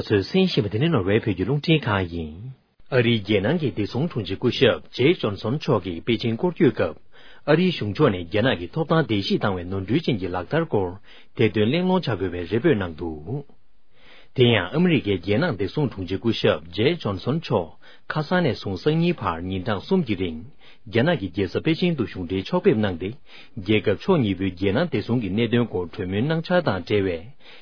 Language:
Tibetan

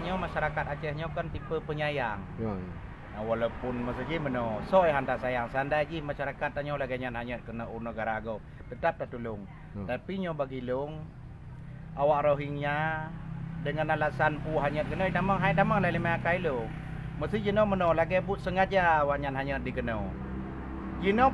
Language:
Achinese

